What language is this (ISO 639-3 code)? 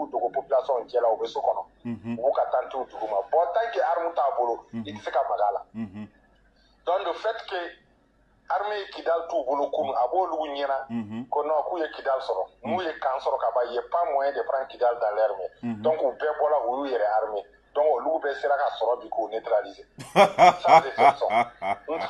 bam